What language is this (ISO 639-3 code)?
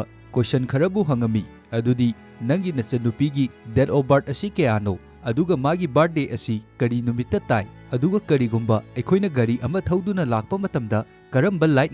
mni